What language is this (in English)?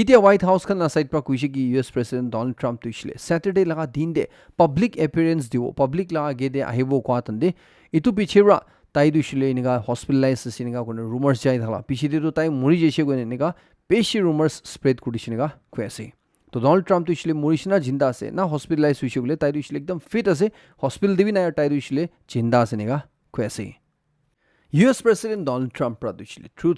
Naga Pidgin